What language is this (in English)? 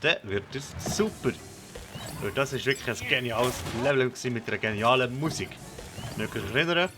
Swiss German